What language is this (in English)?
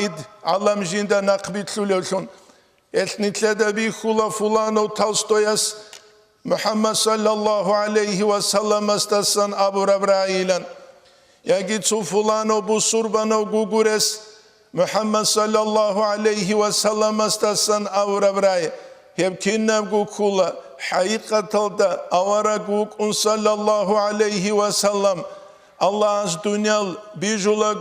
Avaric